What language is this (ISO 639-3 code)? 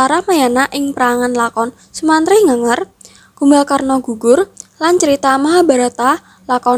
jav